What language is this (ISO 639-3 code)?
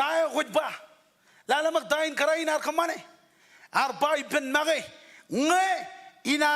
mah